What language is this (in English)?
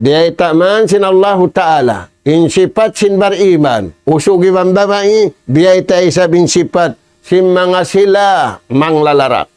Tausug